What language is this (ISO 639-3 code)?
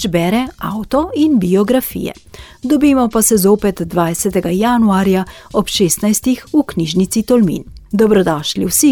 slv